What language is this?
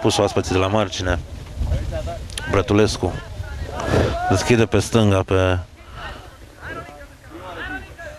Romanian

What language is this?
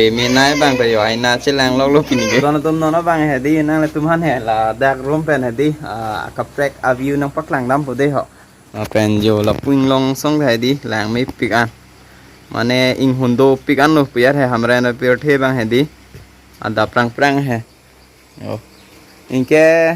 Karbi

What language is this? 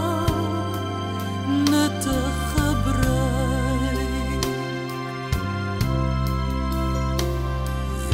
Afrikaans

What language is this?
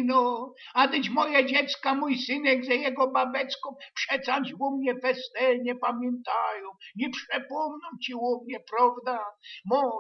Silesian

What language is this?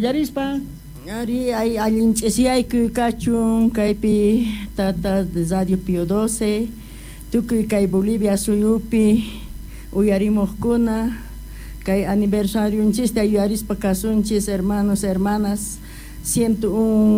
South Bolivian Quechua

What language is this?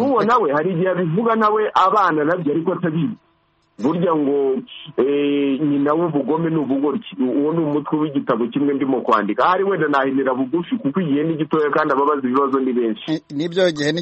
Kinyarwanda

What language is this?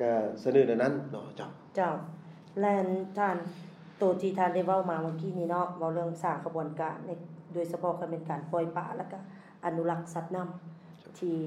Lao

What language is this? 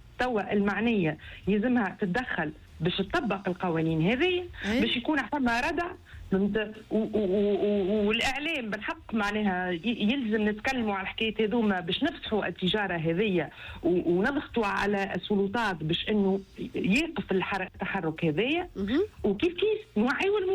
Tunisian Arabic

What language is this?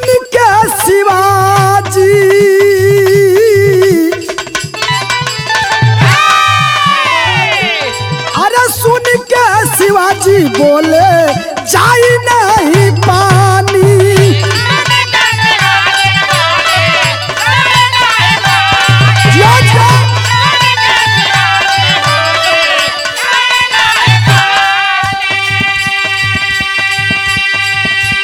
Bhojpuri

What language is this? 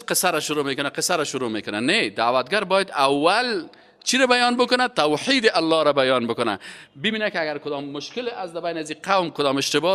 Persian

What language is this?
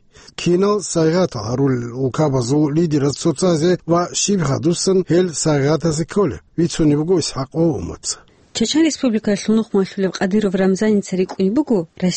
Avaric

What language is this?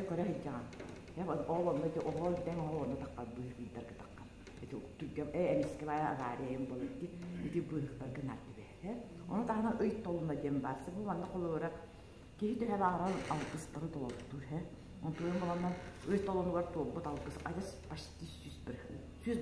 Yakut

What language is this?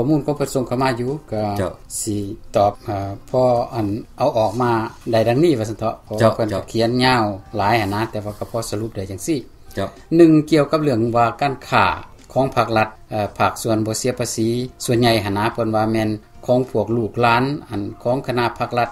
Lao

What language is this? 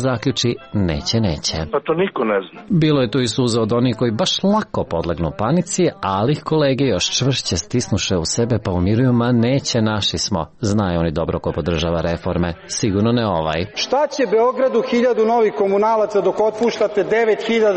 Serbian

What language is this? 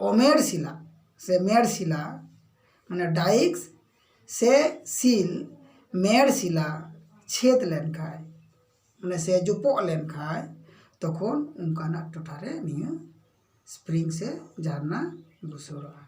Santali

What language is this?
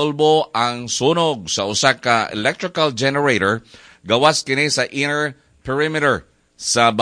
Cebuano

